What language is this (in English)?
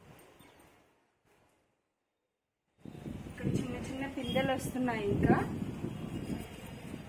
Telugu